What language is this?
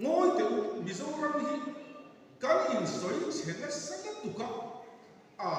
Mizo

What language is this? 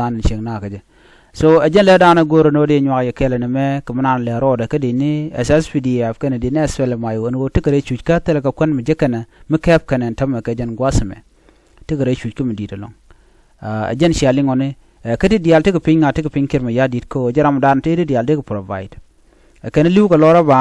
Nuer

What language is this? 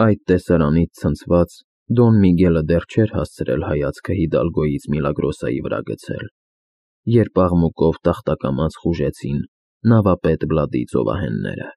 Armenian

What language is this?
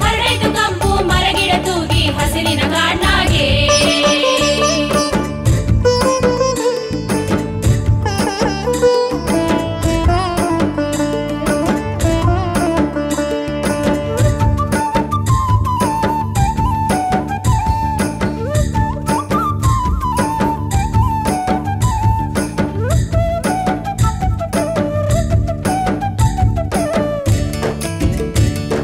Kannada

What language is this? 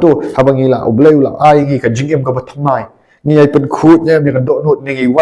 Khasi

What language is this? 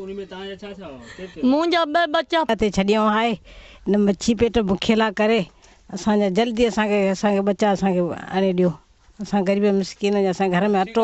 Sindhi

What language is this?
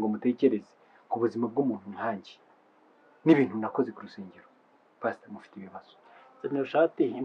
Kinyarwanda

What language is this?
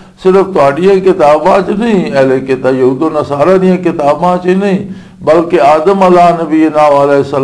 Western Panjabi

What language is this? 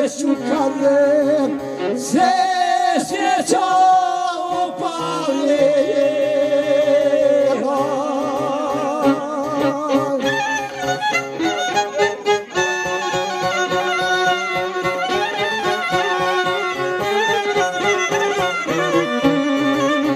Croatian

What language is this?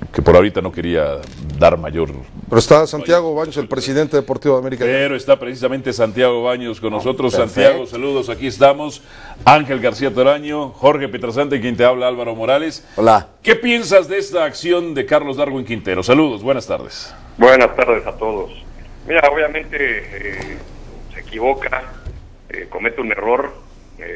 Spanish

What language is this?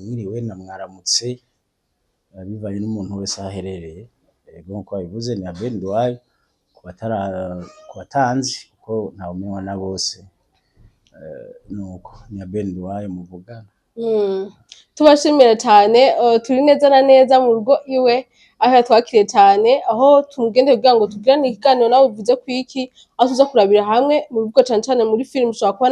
Rundi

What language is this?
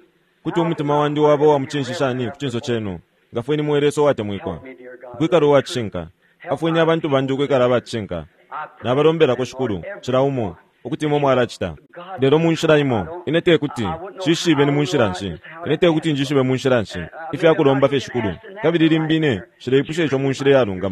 Bemba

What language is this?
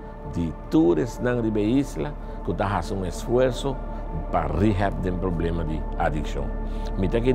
Papiamento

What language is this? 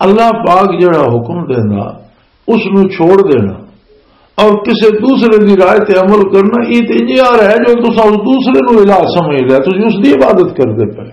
Western Panjabi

